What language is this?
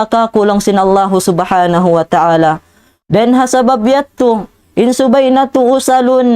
Tausug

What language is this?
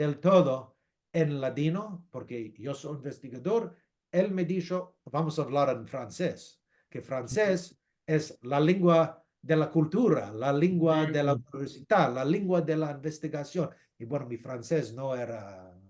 Ladino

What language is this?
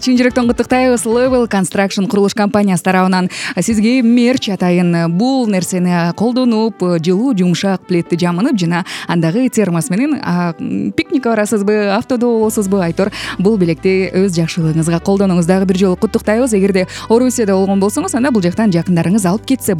Kyrgyz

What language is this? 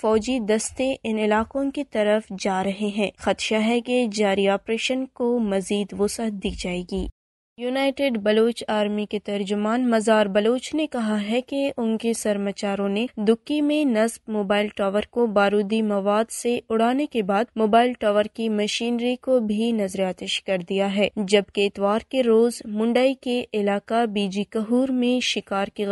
Urdu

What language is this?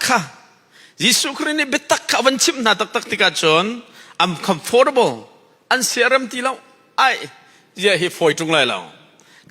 Hakha Chin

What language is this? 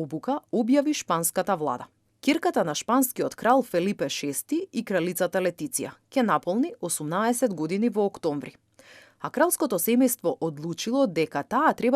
Macedonian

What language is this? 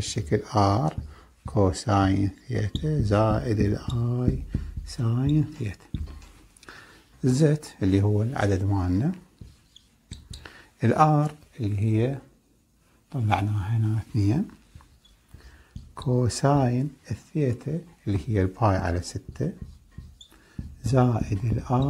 Mesopotamian Arabic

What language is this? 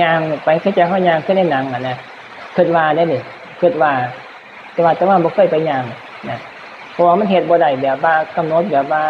Northeastern Thai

